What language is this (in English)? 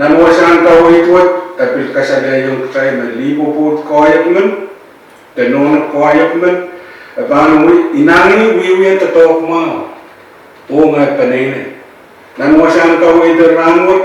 Pohnpeian